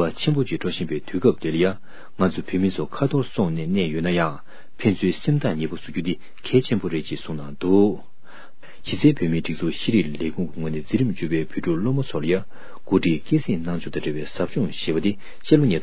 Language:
Tibetan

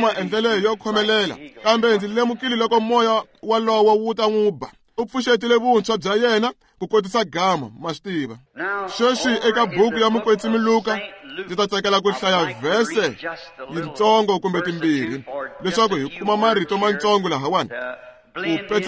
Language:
Tsonga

